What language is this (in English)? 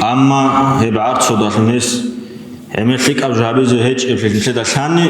Avaric